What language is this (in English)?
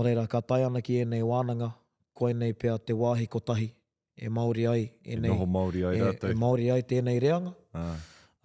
Māori